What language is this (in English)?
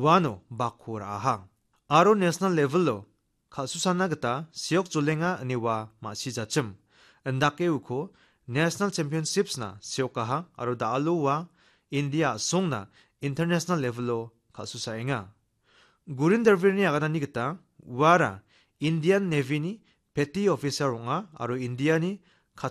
Garo